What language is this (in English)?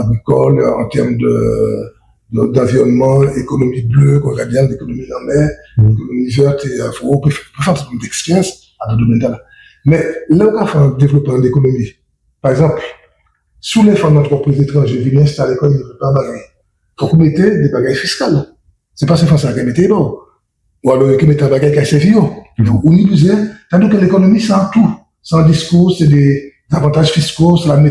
Guadeloupean Creole French